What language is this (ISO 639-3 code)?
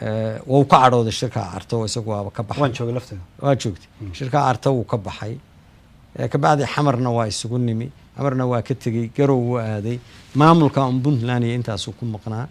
som